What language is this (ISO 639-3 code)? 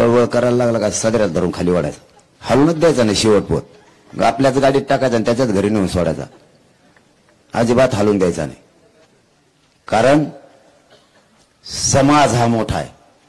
mar